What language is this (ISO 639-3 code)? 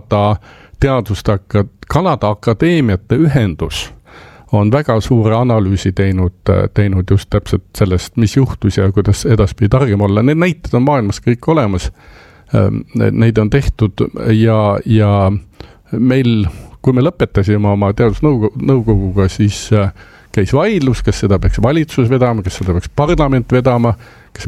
est